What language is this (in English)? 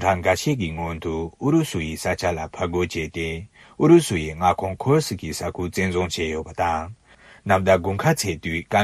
Tibetan